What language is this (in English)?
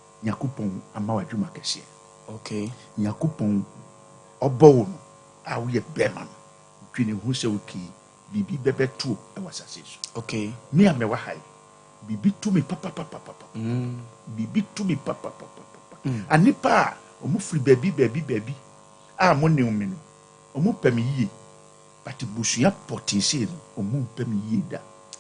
Akan